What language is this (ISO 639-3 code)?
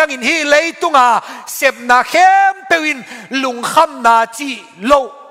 ctd